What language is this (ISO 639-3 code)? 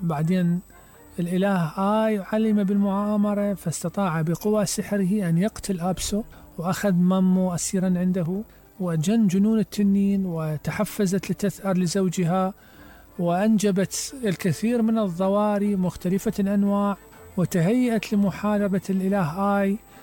acm